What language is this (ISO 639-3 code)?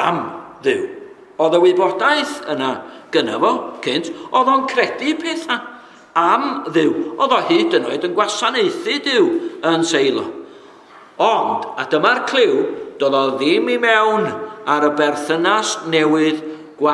cym